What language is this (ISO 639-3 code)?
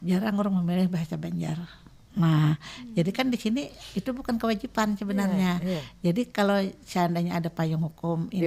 bjn